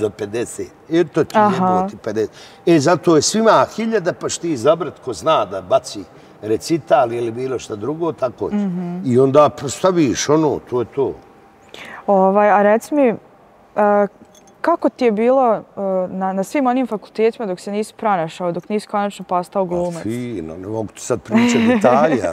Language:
Bosnian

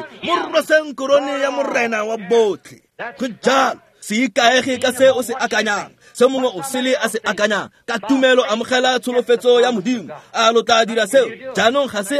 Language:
Tswana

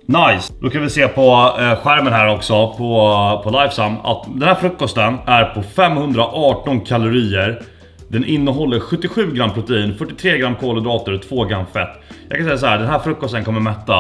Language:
Swedish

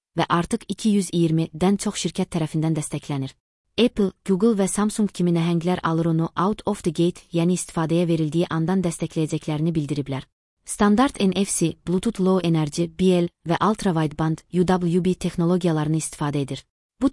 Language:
Azerbaijani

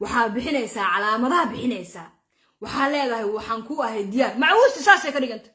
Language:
Somali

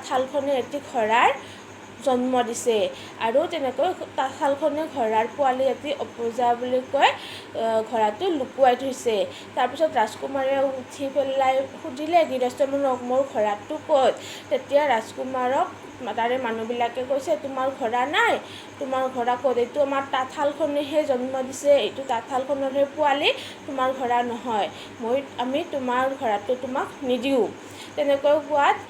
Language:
Assamese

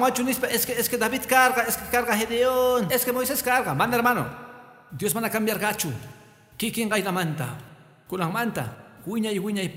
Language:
Quechua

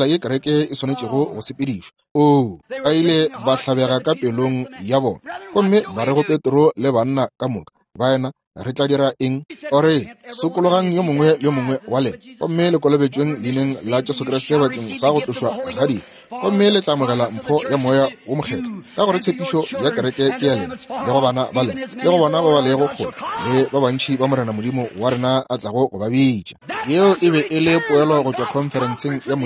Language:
Northern Sotho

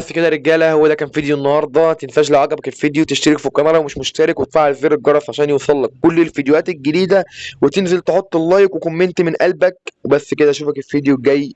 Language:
Egyptian Arabic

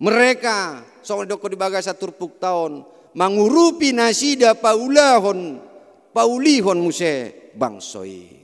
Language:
Batak Toba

